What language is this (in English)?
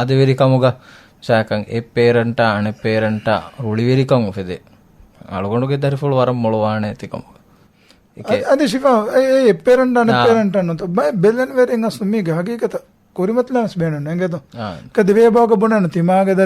Divehi